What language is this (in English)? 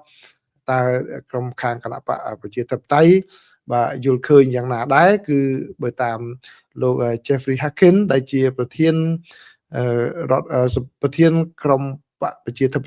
Khmer